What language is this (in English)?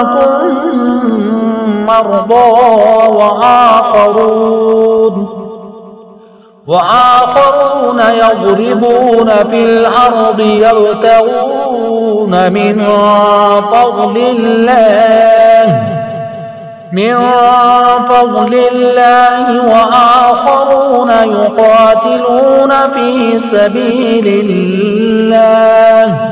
Arabic